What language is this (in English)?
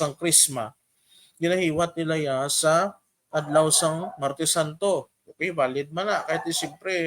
Hiligaynon